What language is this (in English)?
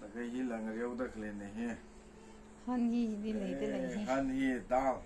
Tangkhul Naga (India)